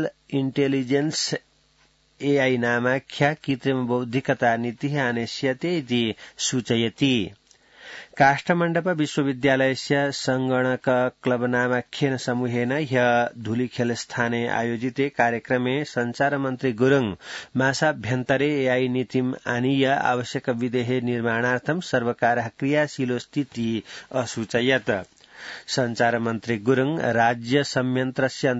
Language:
Sanskrit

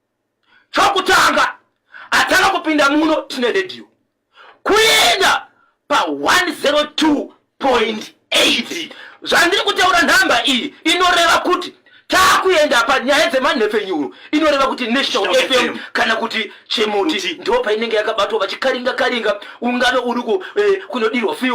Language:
Shona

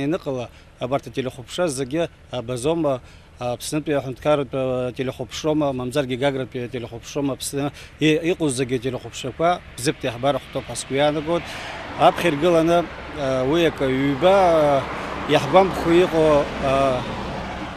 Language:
Abkhazian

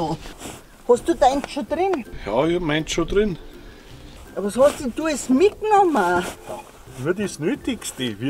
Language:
Bavarian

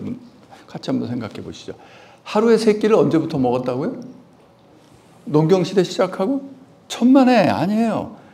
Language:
Korean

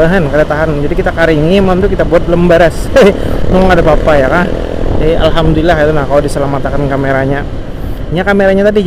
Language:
Banjar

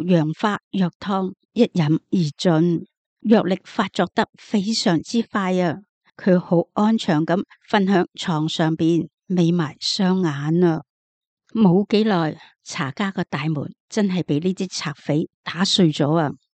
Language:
Cantonese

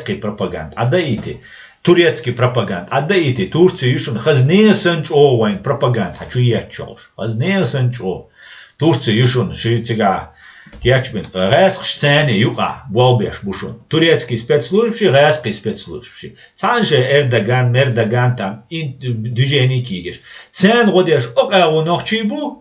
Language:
Chechen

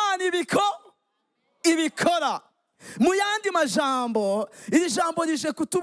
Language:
Rundi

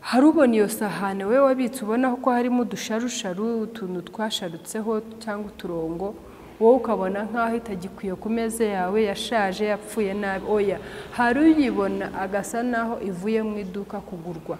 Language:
Kinyarwanda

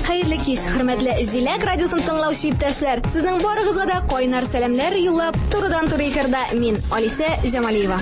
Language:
Tatar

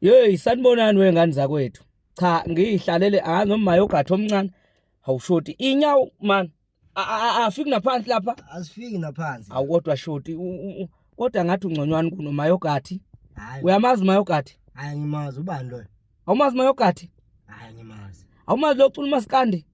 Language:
Zulu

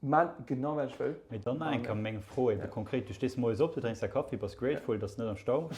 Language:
Luxembourgish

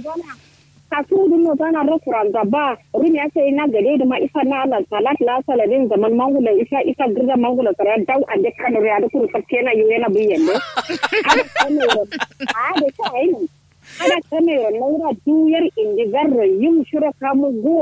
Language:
Kanuri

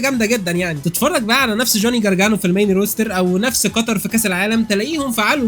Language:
Egyptian Arabic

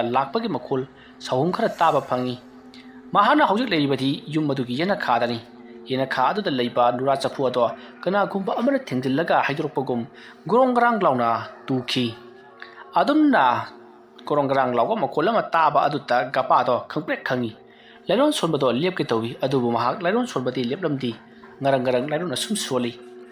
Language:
Manipuri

